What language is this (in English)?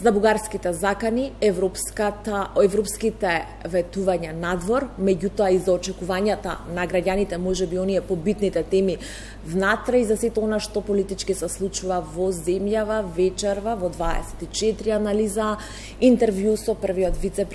Macedonian